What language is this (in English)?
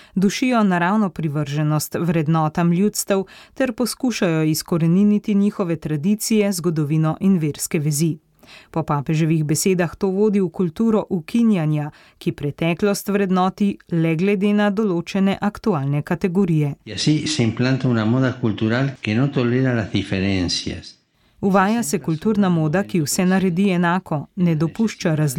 Slovenian